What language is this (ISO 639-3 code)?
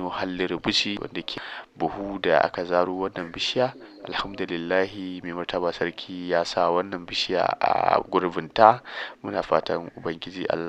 hau